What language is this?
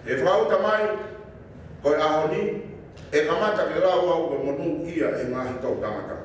Tongan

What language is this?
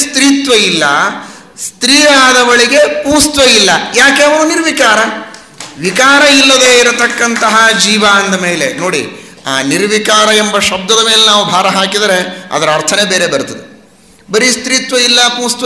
Kannada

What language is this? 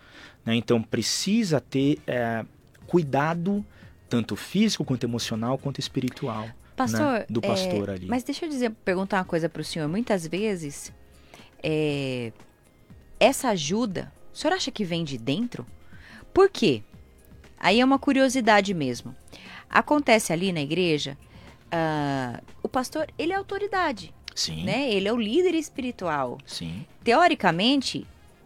Portuguese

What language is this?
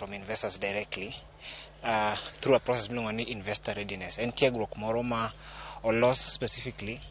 Luo (Kenya and Tanzania)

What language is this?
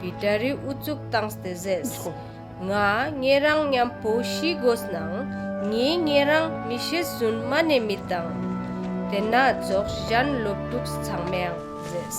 Ladakhi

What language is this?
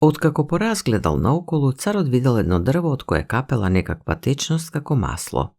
Macedonian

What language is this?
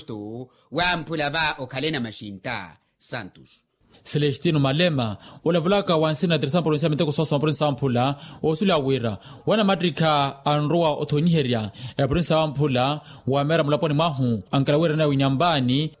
Makhuwa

